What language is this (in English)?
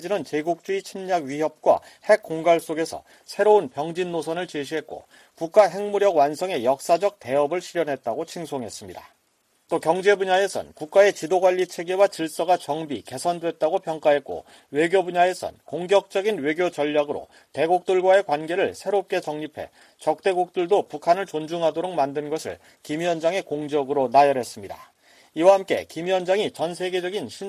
Korean